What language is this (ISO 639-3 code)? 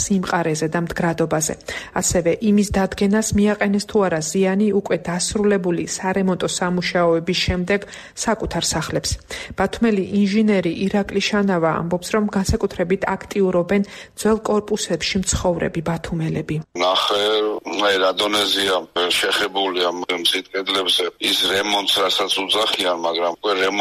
kat